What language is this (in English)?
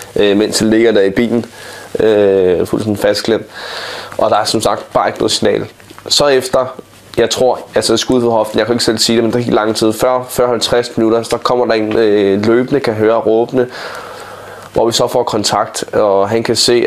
Danish